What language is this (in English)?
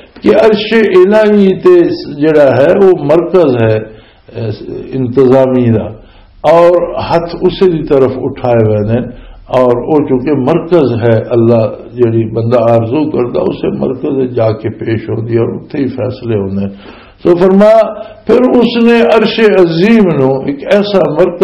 Western Panjabi